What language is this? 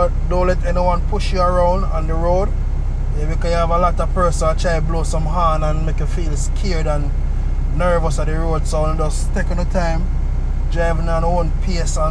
Jamaican Creole English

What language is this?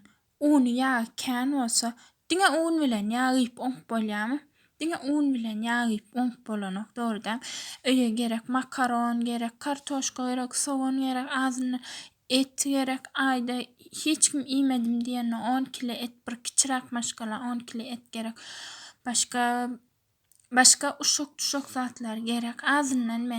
Turkmen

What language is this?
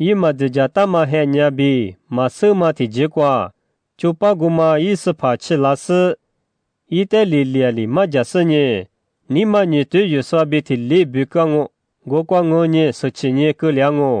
Lisu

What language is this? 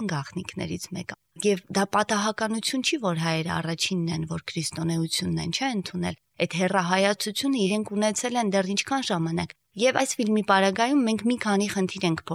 Armenian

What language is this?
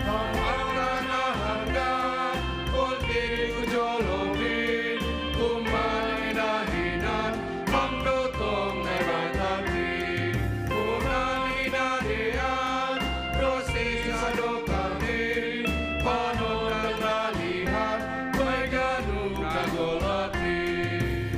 Batak Simalungun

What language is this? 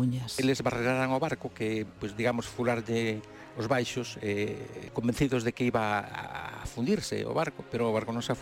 Galician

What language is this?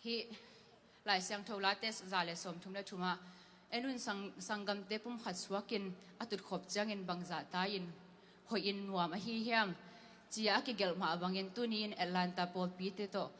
Tedim Chin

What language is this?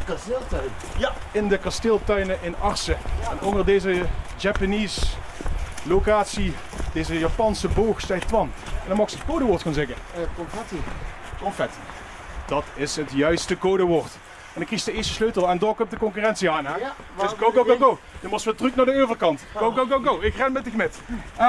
Limburgish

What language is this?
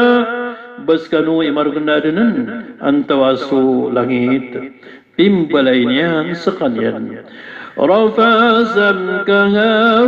Maranao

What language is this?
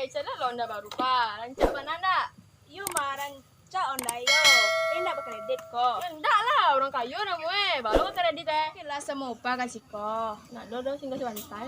Minangkabau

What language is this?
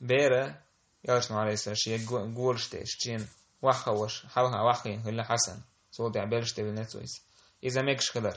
Chechen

